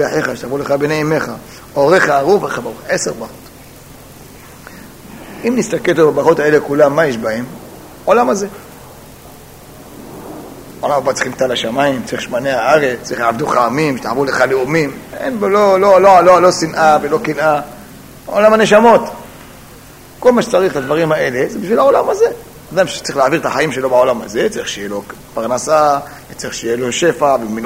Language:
Hebrew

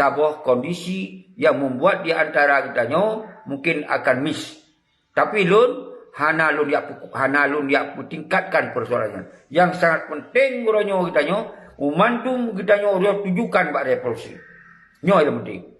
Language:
Achinese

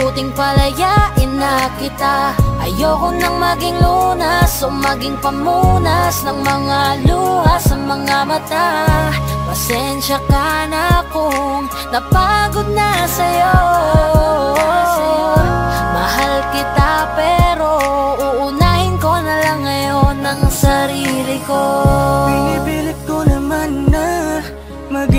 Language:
Filipino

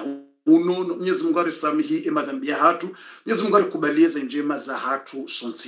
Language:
Swahili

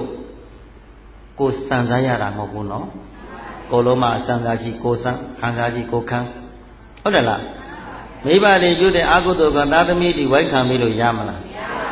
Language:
Burmese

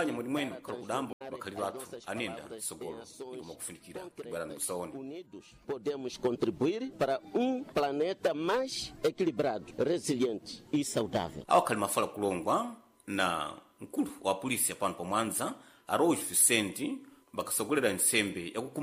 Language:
Sena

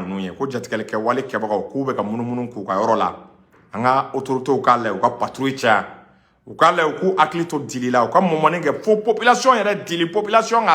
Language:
Bambara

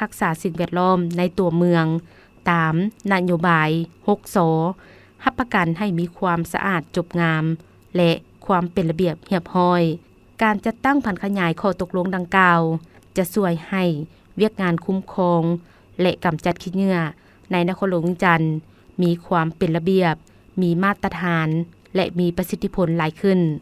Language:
Lao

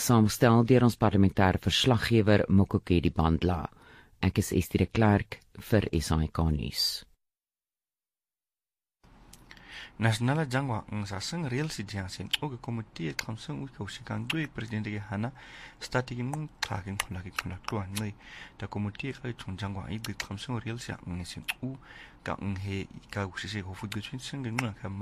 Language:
Afrikaans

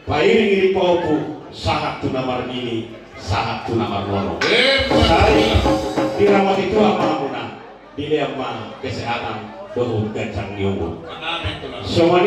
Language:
Batak Toba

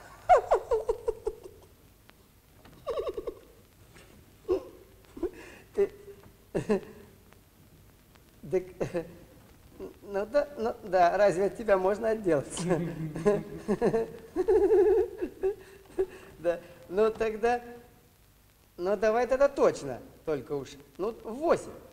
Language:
Russian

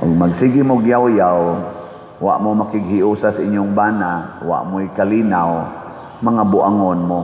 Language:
Cebuano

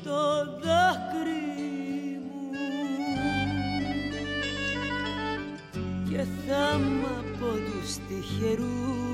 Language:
Greek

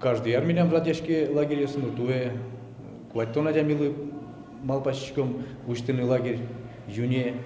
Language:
Udmurt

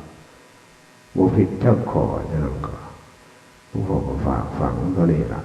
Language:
Northeastern Thai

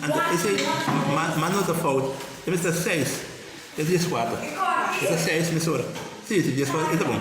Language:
Papiamento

